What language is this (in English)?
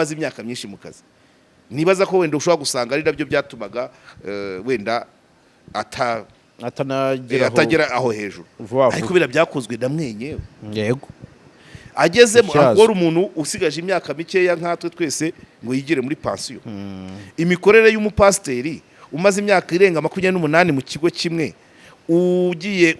Kinyarwanda